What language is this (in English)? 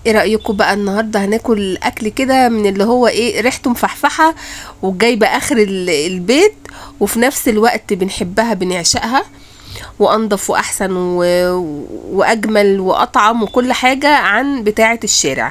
Egyptian Arabic